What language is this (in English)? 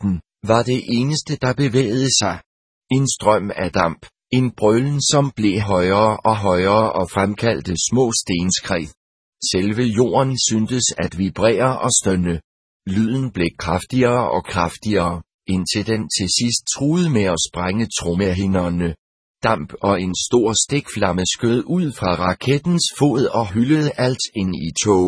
Danish